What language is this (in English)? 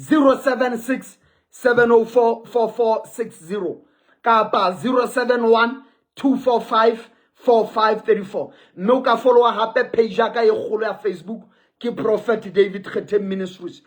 Southern Sotho